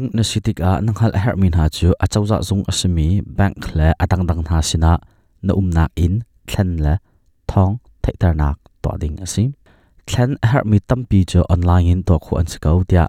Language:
Hakha Chin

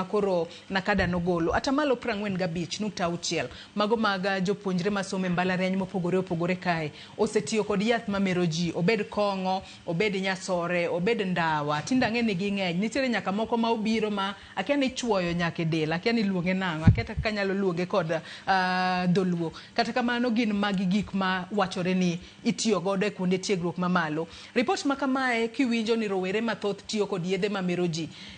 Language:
Luo (Kenya and Tanzania)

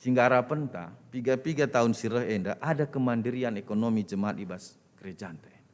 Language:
Batak Karo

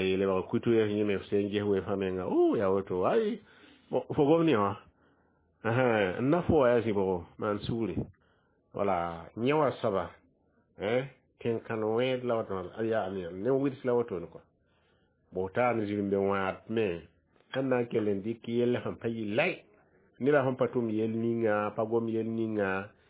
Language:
Mossi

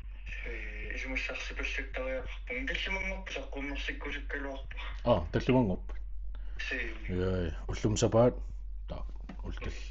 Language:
Kalaallisut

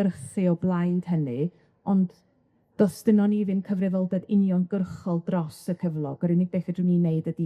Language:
Welsh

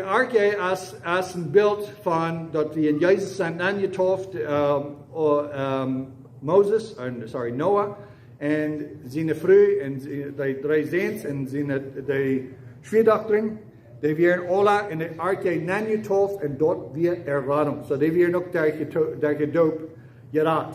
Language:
Plautdietsch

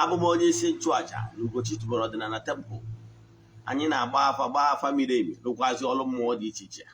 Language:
Igbo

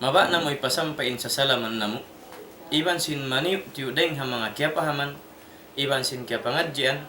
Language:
Tausug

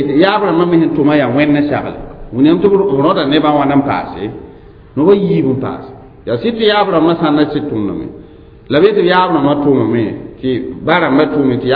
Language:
Mossi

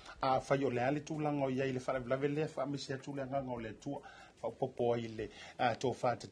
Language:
Samoan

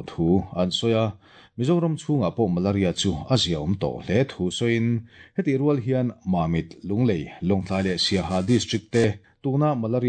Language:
Mizo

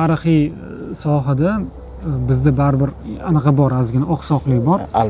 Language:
Uzbek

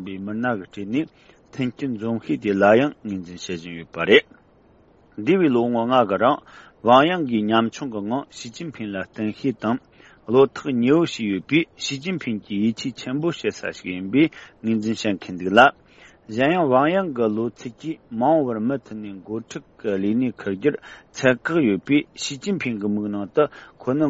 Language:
Tibetan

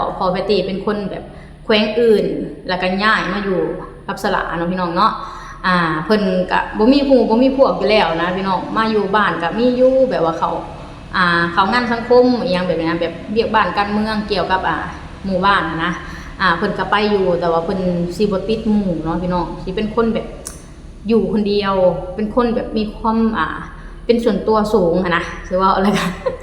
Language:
Lao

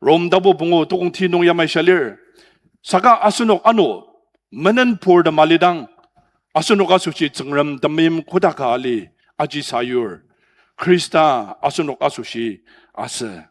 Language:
Ao Naga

